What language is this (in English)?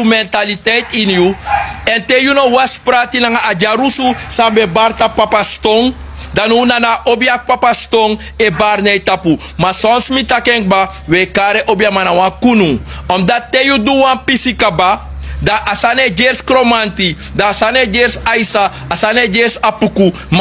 Sranan Tongo